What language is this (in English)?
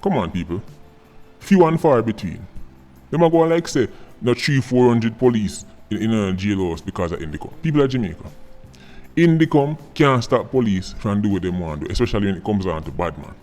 Jamaican Creole English